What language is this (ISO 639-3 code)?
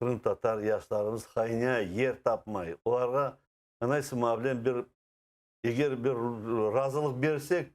crh